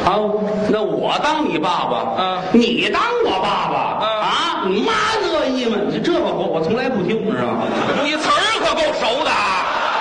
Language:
Chinese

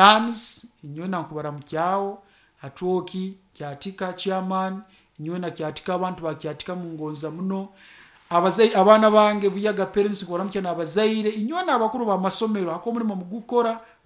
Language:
Nyoro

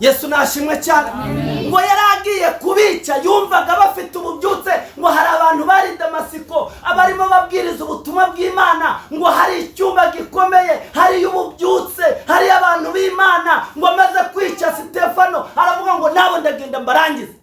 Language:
Kinyarwanda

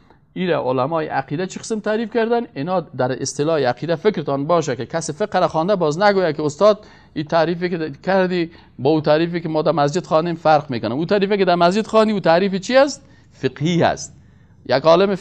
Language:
Persian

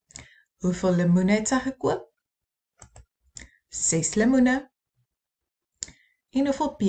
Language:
Afrikaans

